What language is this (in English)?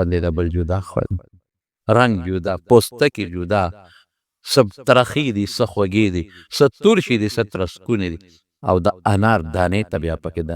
Pashto